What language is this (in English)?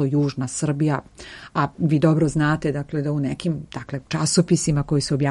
Serbian